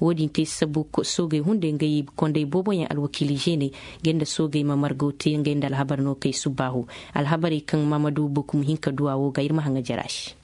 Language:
Koyraboro Senni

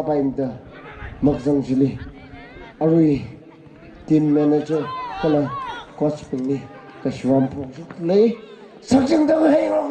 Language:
Tangkhul Naga (India)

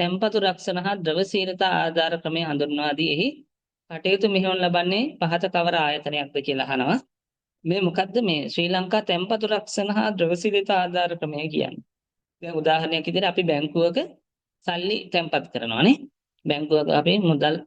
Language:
Sinhala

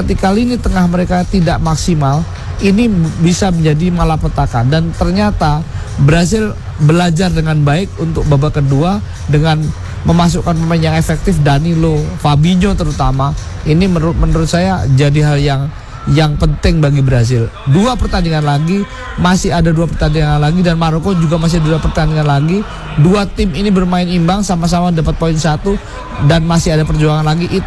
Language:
Indonesian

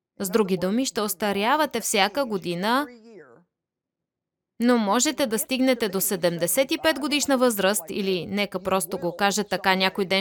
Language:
Bulgarian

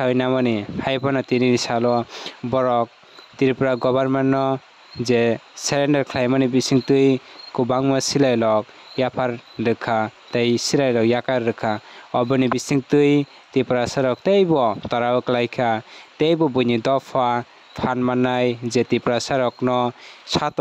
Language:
Kok Borok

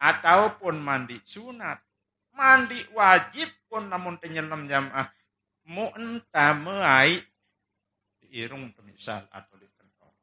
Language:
Sasak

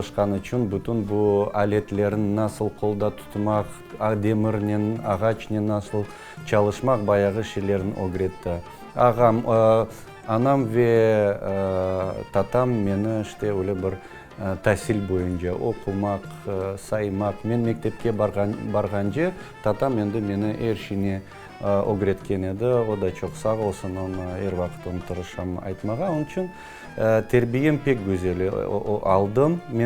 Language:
Crimean Tatar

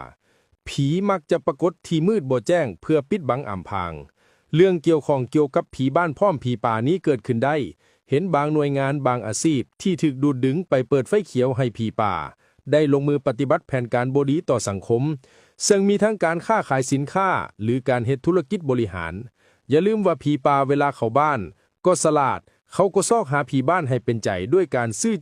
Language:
Lao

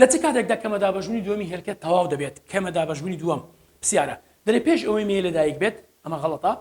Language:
Central Kurdish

